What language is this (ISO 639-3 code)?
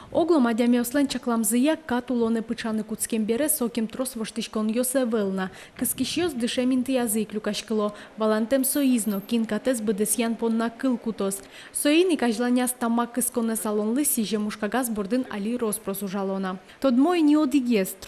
udm